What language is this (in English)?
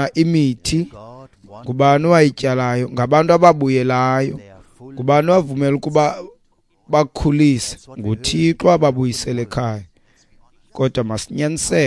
Xhosa